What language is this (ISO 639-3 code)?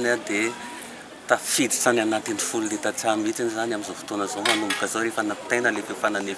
mlg